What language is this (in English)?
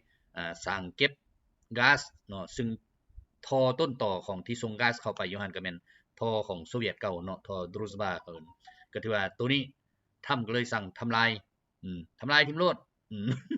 Lao